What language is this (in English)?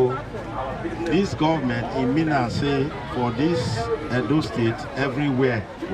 Nigerian Pidgin